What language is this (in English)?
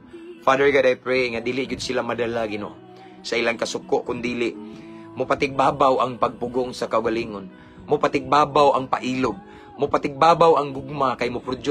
Cebuano